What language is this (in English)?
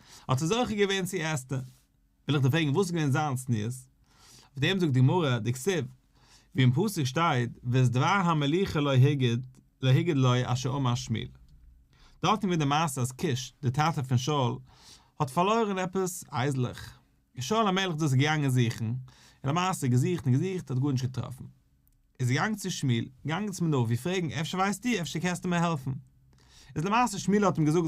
Yiddish